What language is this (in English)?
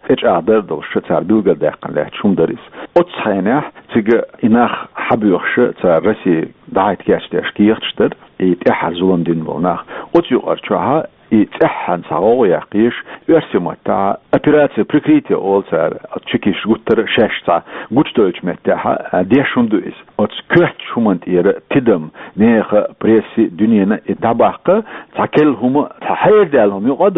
Chechen